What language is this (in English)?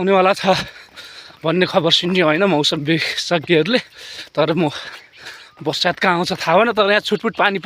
Nepali